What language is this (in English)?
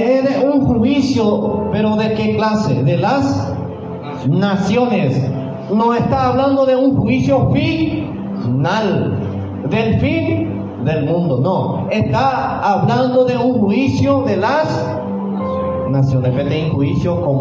Guarani